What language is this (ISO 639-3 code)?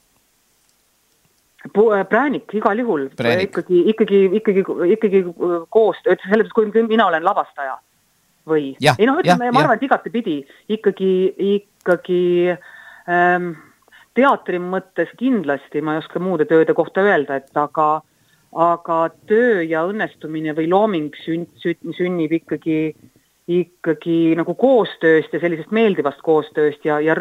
est